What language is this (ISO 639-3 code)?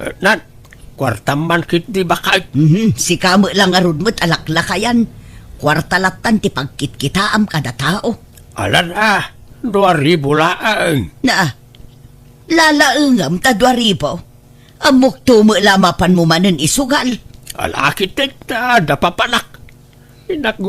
ilo